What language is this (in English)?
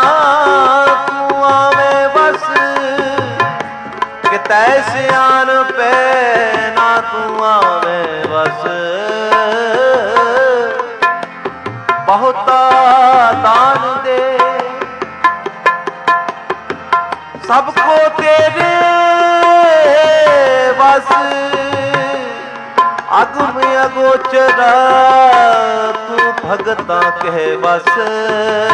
Punjabi